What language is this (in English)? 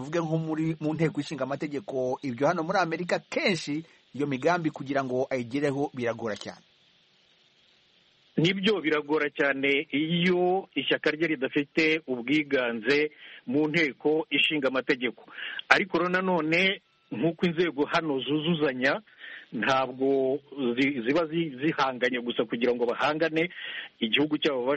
Kinyarwanda